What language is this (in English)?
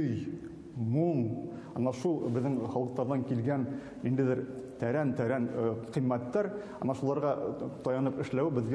Bashkir